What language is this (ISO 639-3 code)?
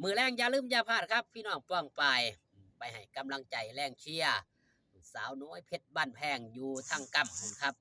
tts